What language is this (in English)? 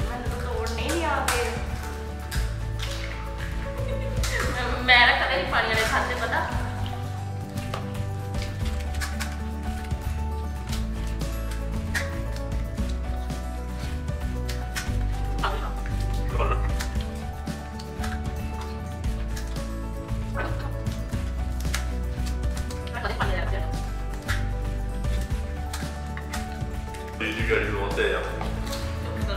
Punjabi